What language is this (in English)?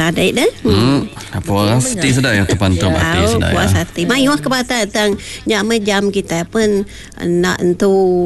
Malay